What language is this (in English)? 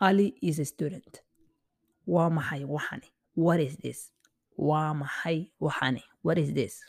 English